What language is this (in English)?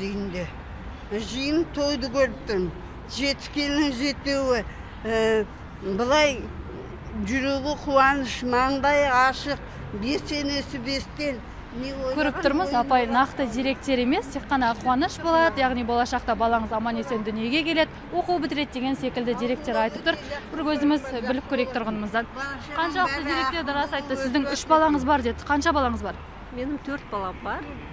Kazakh